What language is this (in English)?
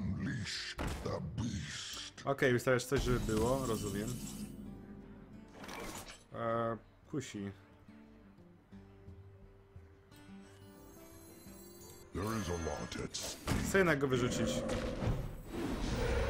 Polish